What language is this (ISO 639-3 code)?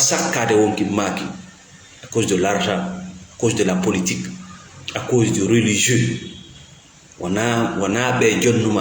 ful